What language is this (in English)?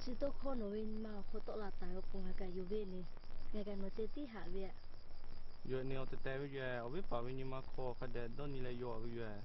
Lahu